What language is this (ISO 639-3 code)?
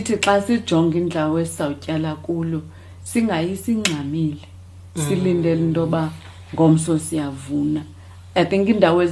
xho